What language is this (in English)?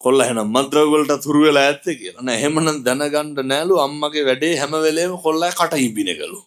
Sinhala